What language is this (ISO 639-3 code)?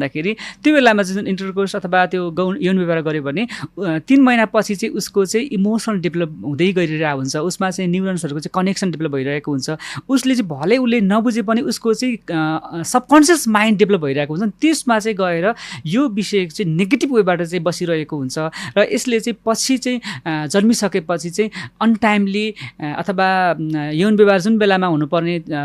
nep